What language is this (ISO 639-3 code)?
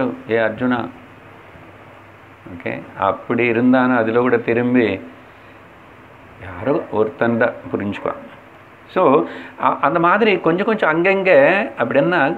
tam